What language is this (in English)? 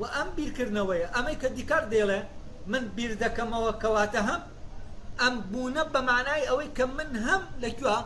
Central Kurdish